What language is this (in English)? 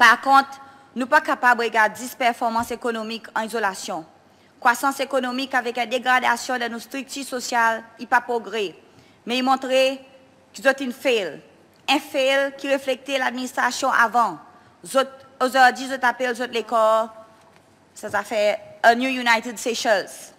Seselwa Creole French